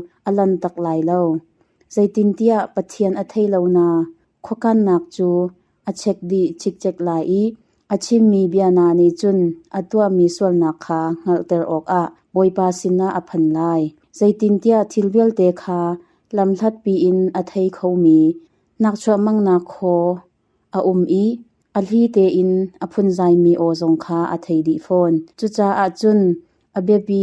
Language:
Hakha Chin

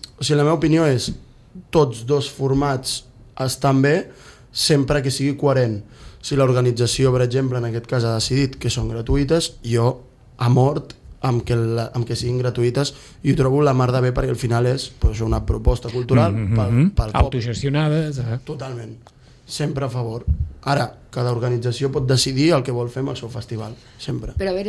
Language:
Catalan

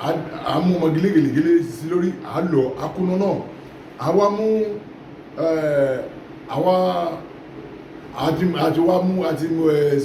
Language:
Yoruba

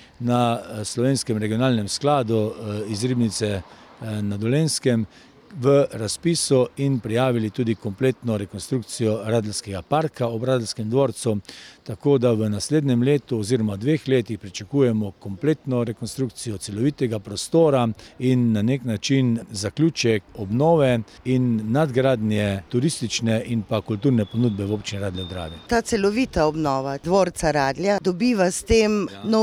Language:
Slovenian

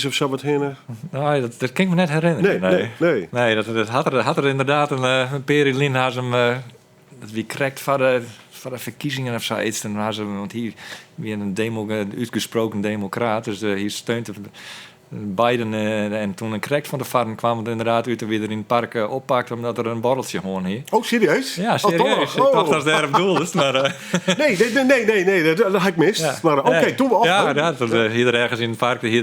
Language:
Western Frisian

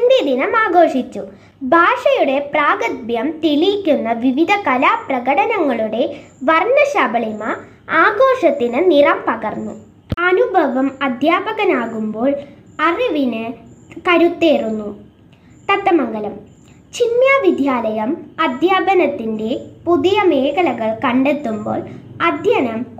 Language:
Malayalam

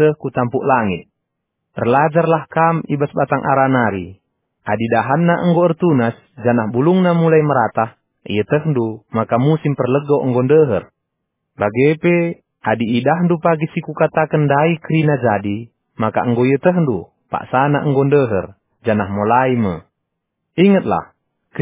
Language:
Batak Karo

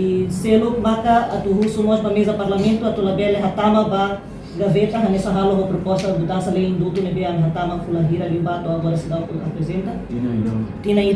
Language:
Tetum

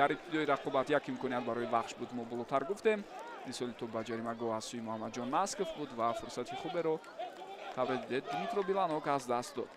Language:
Tajik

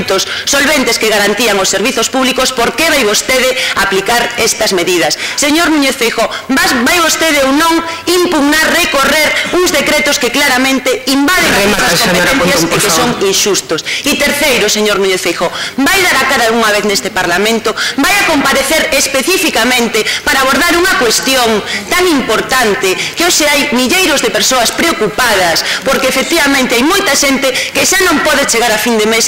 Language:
Galician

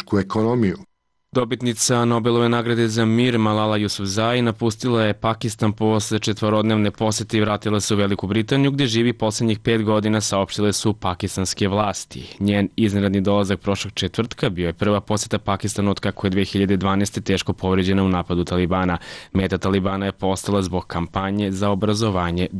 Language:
Serbian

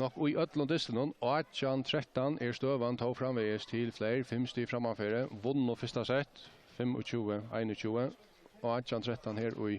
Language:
Faroese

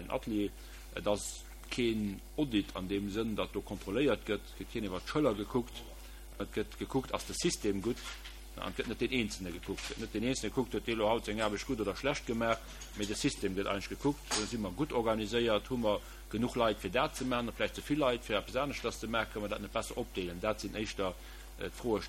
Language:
Luxembourgish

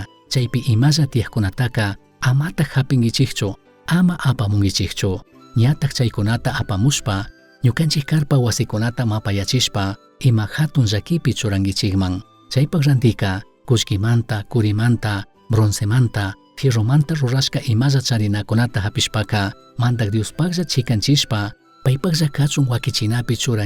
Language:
Chimborazo Highland Quichua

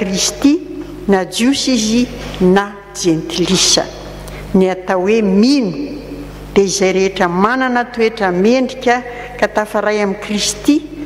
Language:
Malagasy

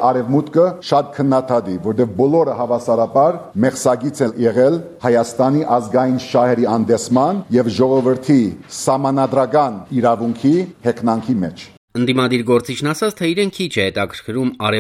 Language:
Armenian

